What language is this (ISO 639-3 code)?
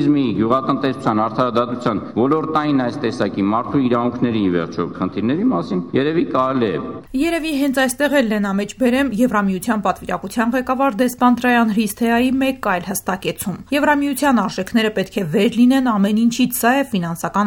hye